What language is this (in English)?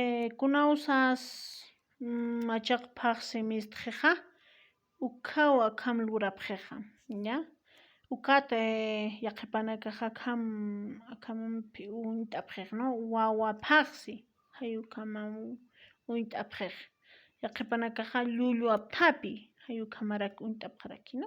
Aymara